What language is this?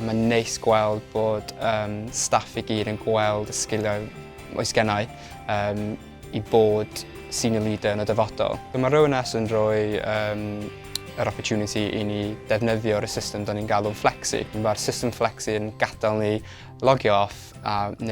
Welsh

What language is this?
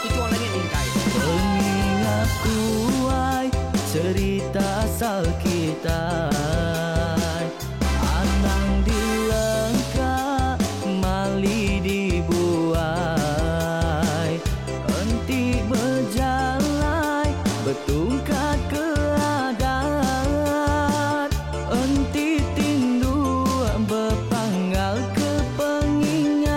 Iban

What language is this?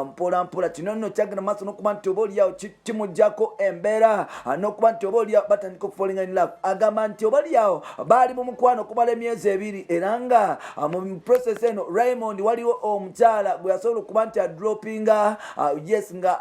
Ganda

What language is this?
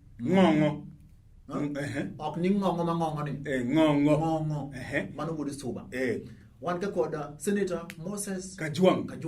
Luo (Kenya and Tanzania)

